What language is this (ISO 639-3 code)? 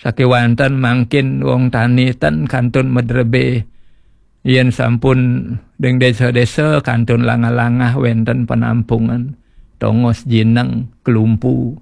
ban